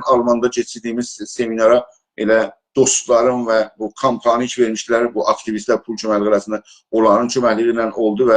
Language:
South Azerbaijani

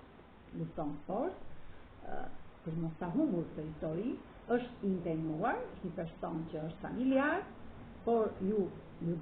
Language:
Albanian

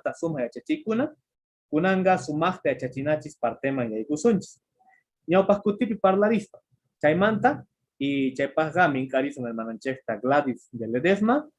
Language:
Quechua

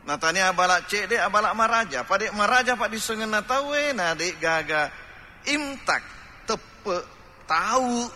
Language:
Buginese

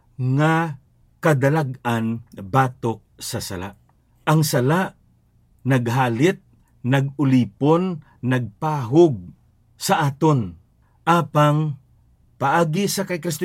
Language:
Hiligaynon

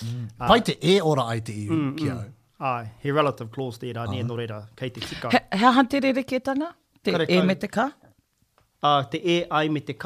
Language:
Māori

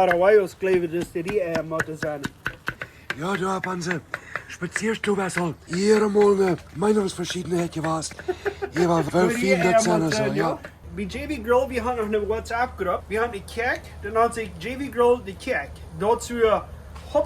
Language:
Plautdietsch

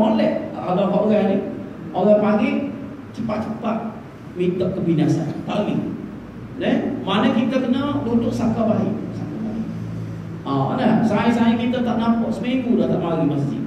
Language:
Malay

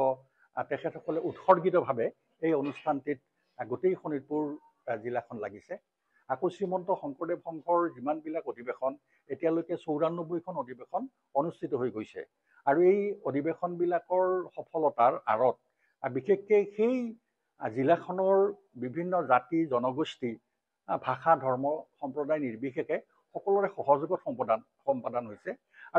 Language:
Assamese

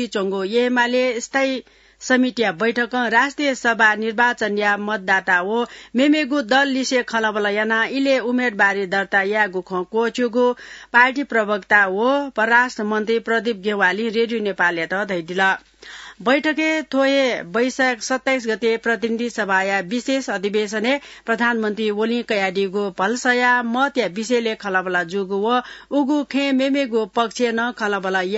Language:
Newari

